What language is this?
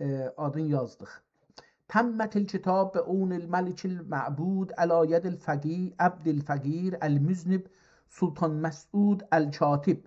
South Azerbaijani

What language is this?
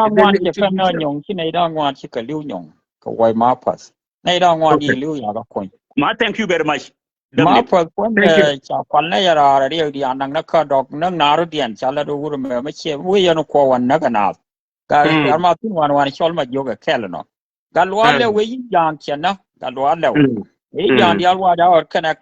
Nuer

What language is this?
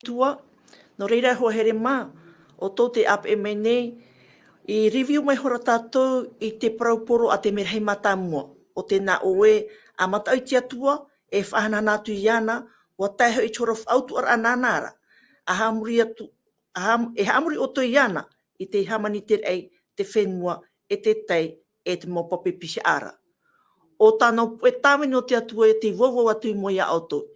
Tahitian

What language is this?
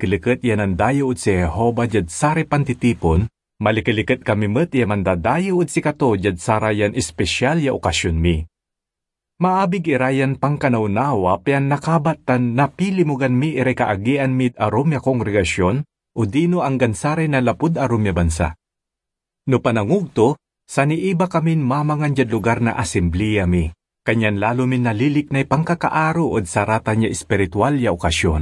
Pangasinan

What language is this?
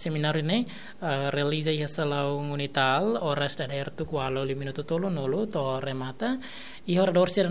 Tetum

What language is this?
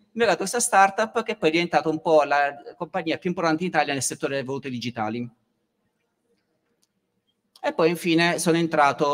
Italian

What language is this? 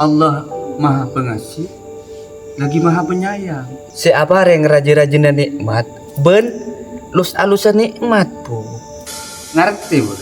Madurese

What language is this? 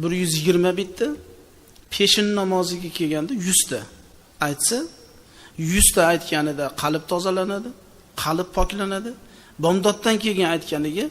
Uzbek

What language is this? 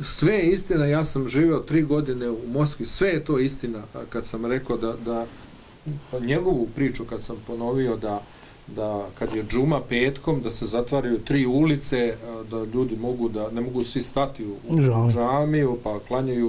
Bosnian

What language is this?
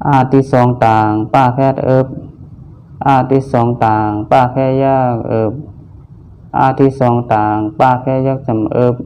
Shan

